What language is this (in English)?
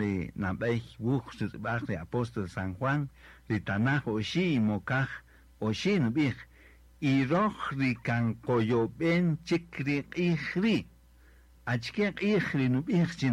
Kaqchikel